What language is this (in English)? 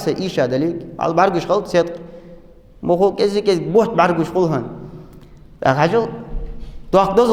Ingush